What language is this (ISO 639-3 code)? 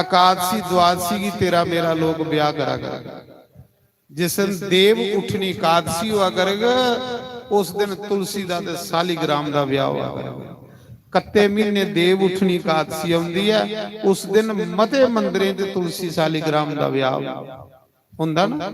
doi